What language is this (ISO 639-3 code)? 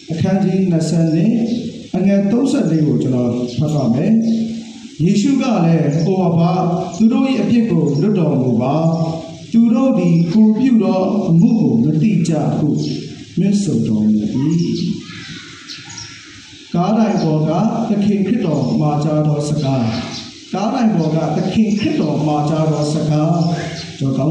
mya